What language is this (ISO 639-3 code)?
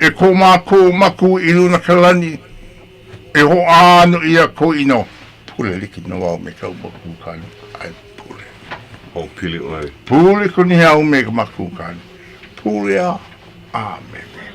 haw